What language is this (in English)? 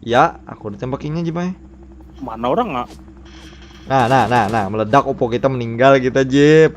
Banjar